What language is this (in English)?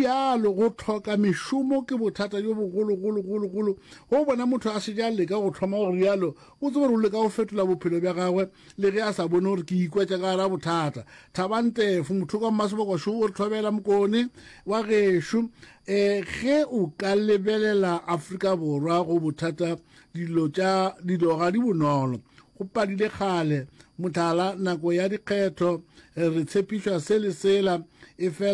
Northern Sotho